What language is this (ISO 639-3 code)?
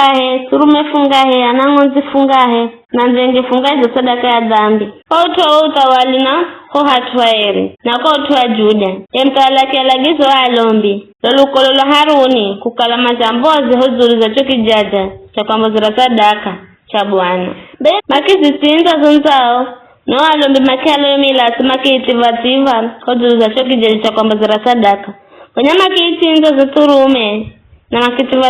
nyf